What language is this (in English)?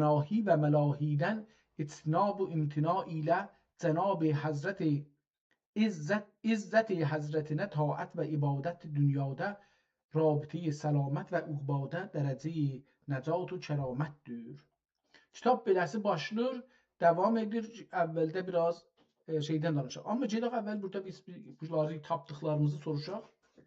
South Azerbaijani